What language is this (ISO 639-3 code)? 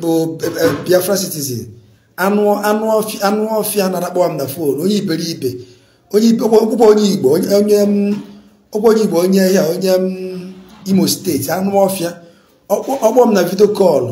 ibo